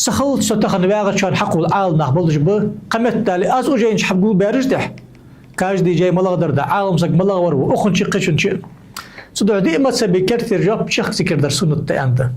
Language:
Ingush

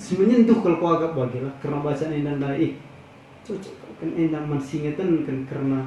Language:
Batak Karo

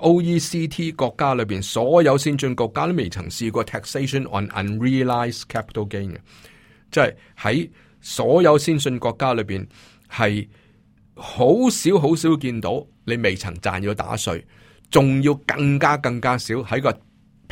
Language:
Cantonese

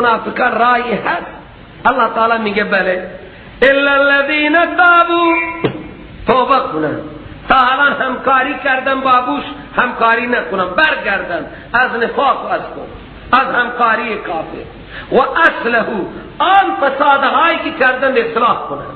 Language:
Persian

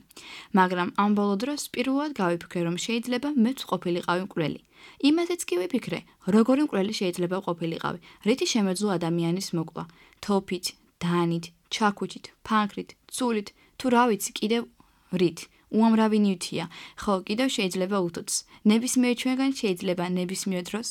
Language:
Georgian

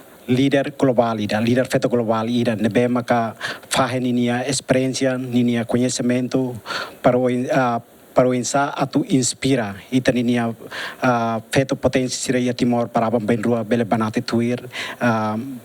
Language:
Tetum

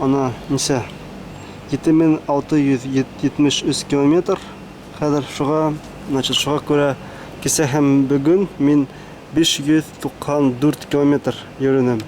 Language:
Bashkir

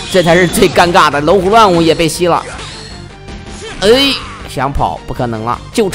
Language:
Chinese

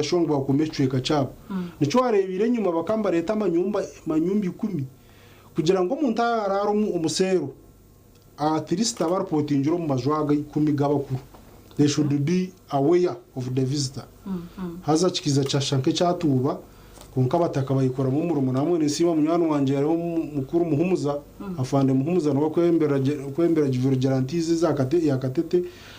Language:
Nyankole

